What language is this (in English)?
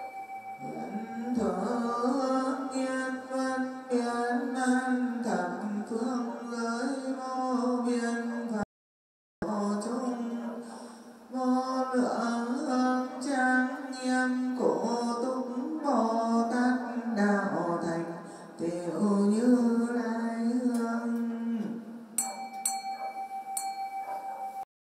Vietnamese